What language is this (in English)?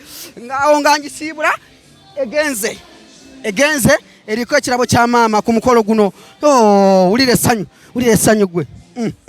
Ganda